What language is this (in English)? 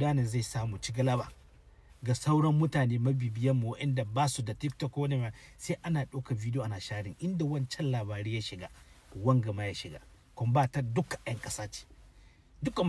Hausa